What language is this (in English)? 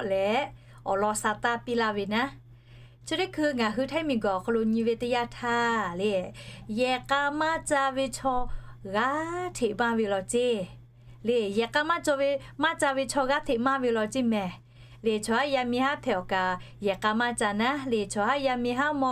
Lahu